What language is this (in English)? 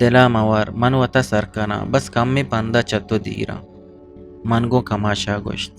Eastern Balochi